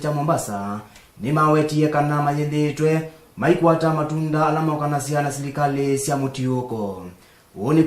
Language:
Kamba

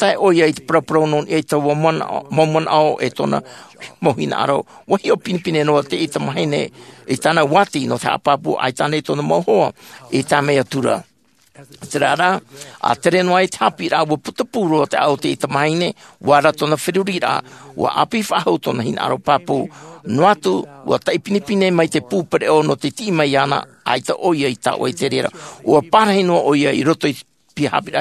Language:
Tahitian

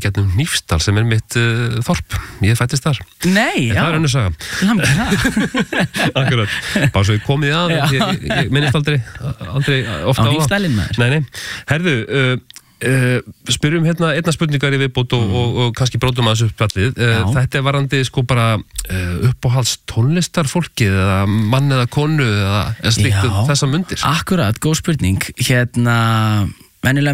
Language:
Icelandic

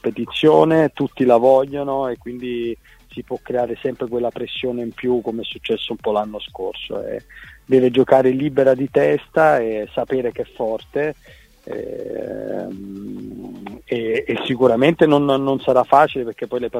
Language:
Italian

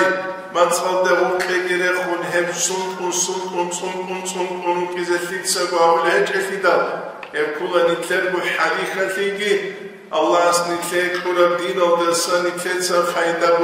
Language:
Avaric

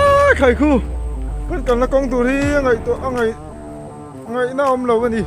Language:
Mizo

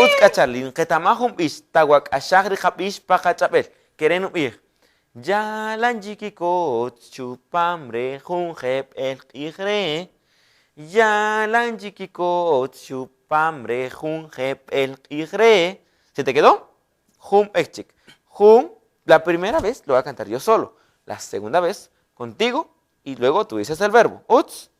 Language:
Kaqchikel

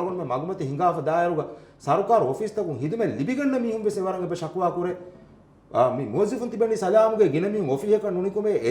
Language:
Divehi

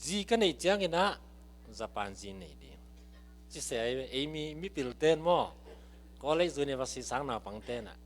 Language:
Tedim Chin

